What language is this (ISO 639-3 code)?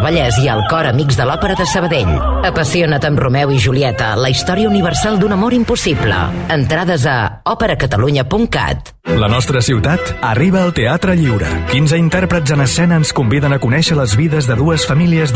cat